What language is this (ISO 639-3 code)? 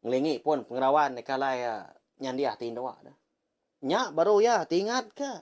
iba